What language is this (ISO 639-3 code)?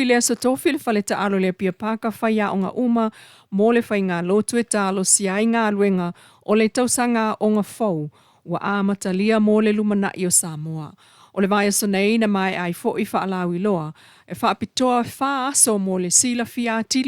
smo